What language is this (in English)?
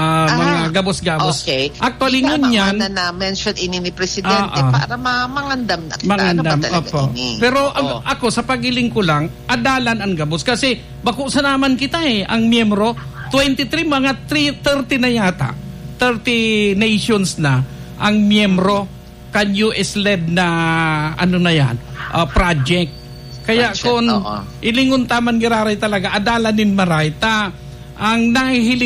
Bikol